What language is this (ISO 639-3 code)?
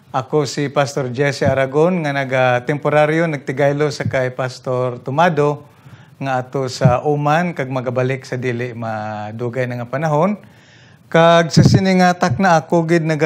hil